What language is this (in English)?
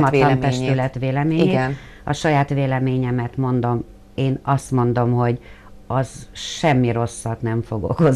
Hungarian